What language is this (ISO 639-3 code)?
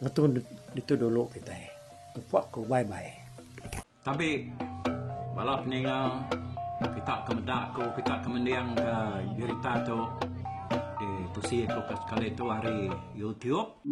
iba